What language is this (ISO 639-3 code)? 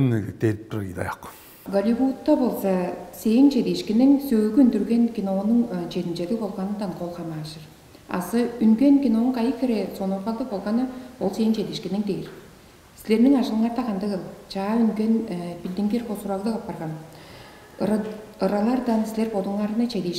tyv